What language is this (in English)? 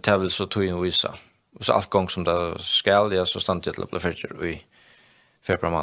Faroese